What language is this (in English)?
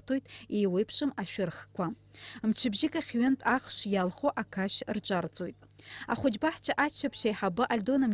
Abkhazian